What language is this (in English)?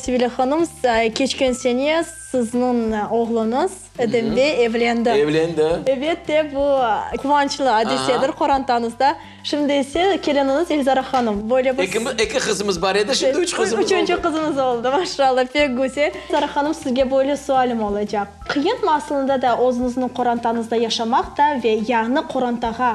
Crimean Tatar